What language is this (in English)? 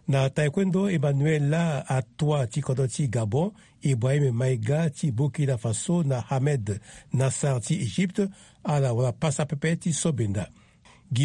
Sango